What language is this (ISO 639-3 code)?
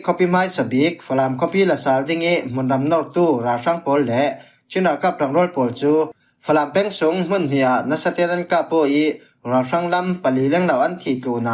cfm